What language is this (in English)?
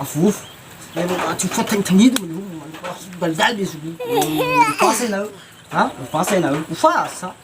Nias